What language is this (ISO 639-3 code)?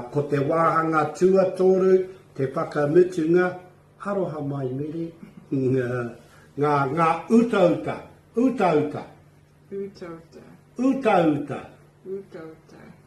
mri